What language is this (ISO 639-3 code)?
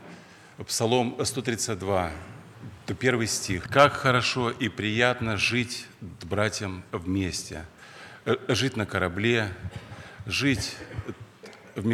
rus